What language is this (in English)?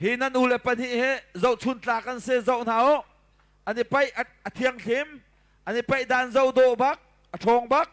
Hakha Chin